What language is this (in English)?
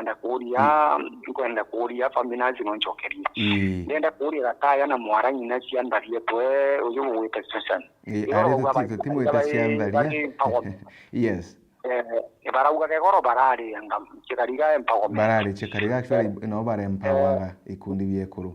Meru